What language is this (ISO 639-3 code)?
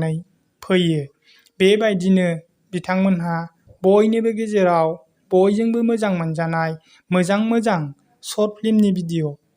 brx